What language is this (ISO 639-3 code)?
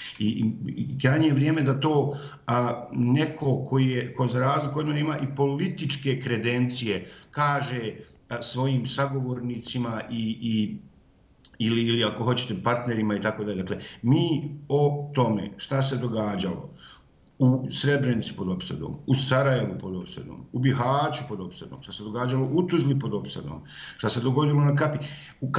bos